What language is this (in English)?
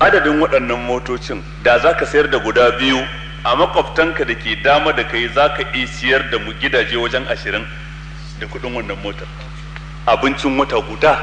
Hausa